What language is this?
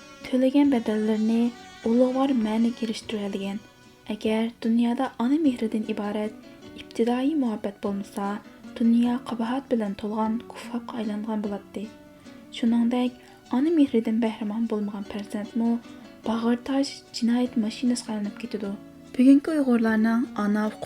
Uyghur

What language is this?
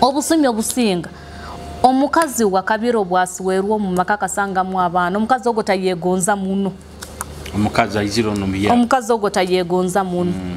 Nyoro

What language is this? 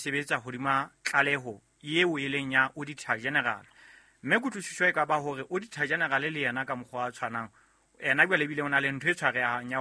Southern Sotho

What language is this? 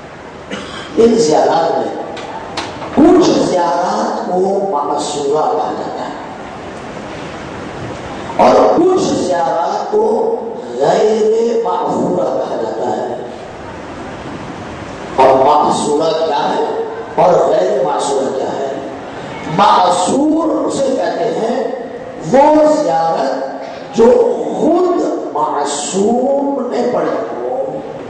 Urdu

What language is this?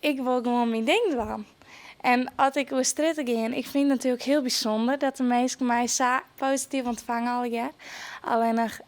Western Frisian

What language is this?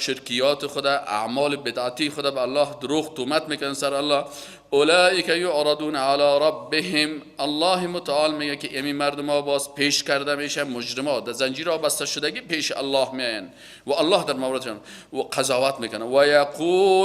Persian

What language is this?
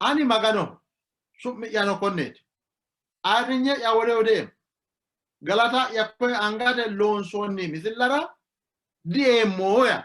Sidamo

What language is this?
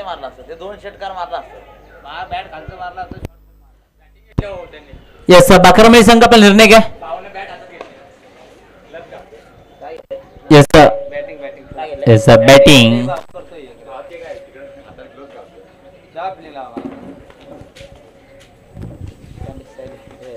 Marathi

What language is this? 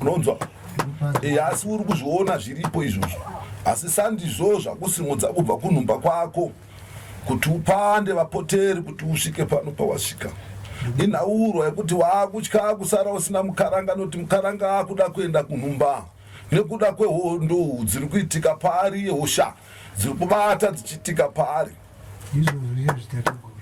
Shona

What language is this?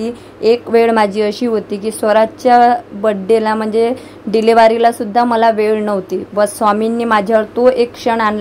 Marathi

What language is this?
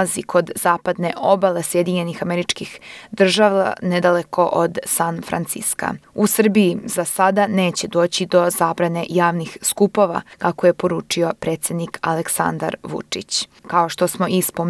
Serbian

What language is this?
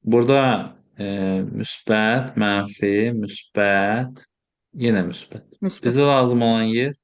Azerbaijani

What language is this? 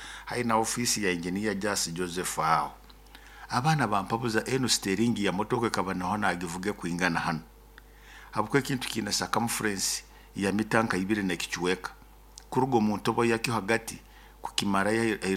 Nyoro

